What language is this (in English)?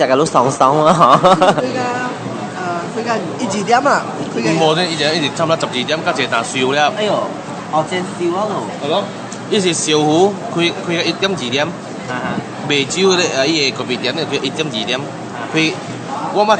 Min Nan Chinese